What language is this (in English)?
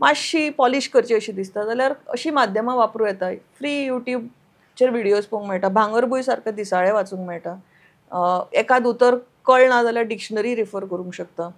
Konkani